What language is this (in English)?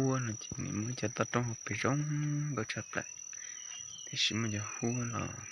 Hmong